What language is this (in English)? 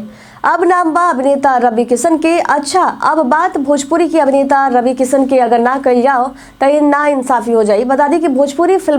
Bhojpuri